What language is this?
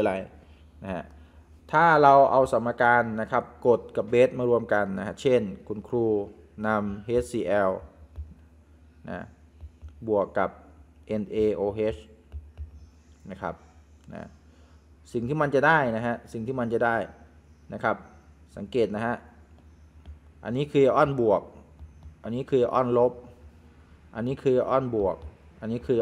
Thai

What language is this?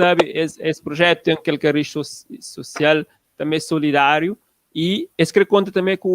Kabuverdianu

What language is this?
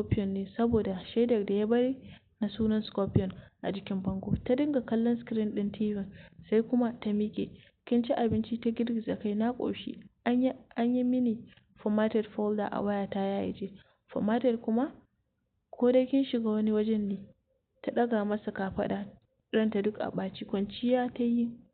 Hausa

